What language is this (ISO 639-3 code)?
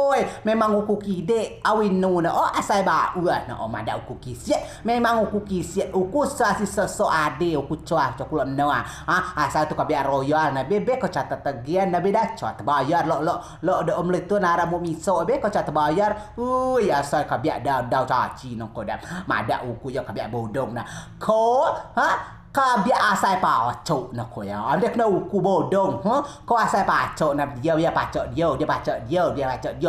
rej